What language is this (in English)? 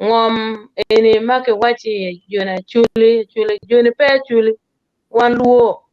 Acoli